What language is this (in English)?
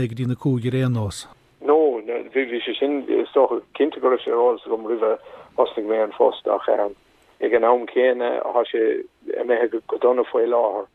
Irish